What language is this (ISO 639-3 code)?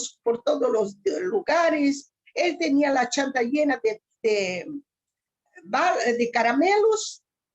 lad